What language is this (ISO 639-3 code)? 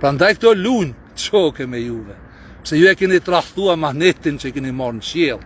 sqi